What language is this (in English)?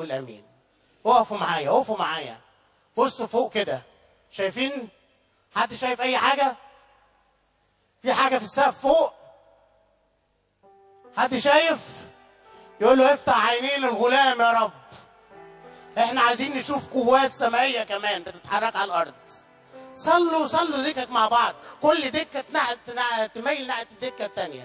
Egyptian Arabic